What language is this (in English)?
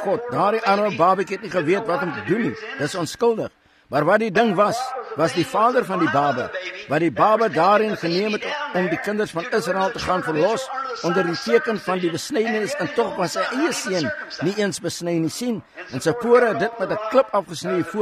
Afrikaans